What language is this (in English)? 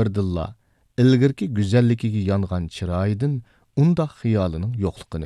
Uyghur